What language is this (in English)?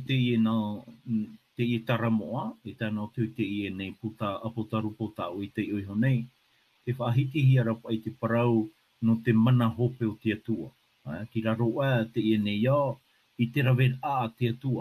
Tahitian